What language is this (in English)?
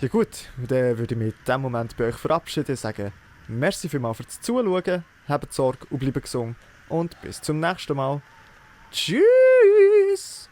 Swiss German